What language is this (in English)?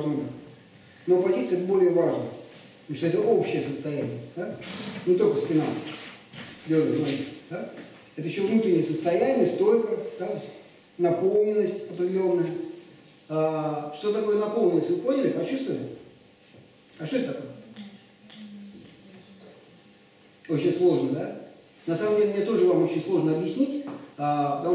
Russian